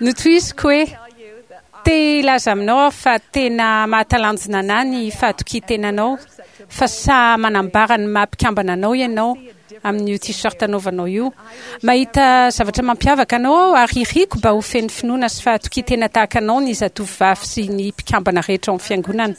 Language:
Malagasy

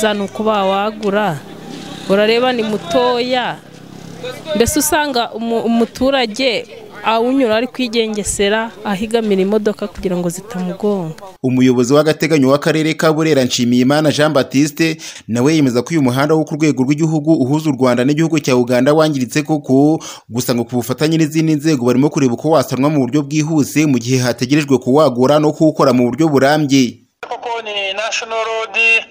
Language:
Kinyarwanda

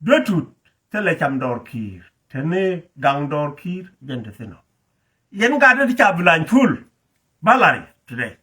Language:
Nuer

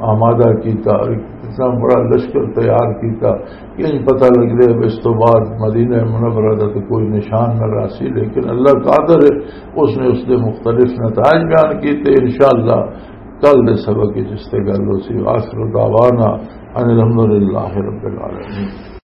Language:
Western Panjabi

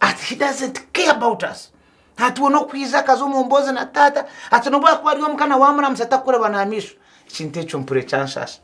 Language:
Nyankole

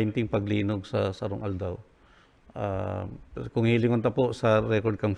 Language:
Bikol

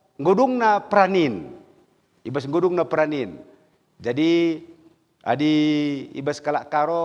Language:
Batak Karo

